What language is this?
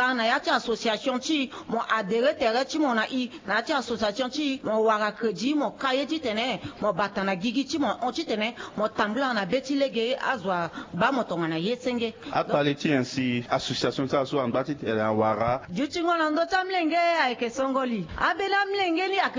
Sango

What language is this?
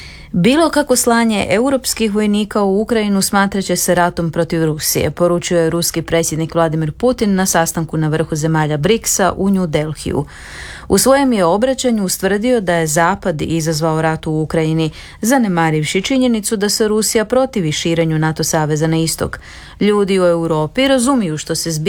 Croatian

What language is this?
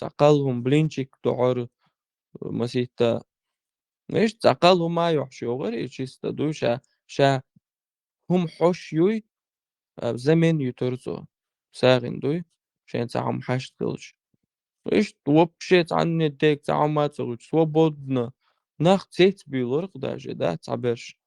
Chechen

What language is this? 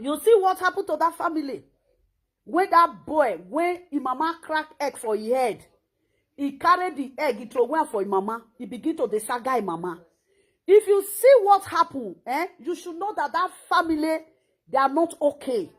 Nigerian Pidgin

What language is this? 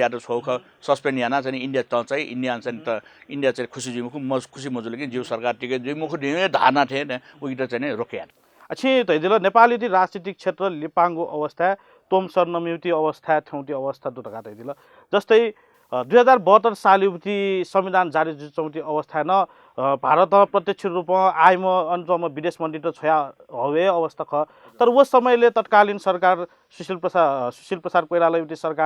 Newari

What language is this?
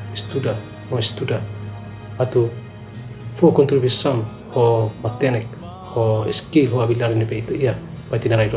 Tetum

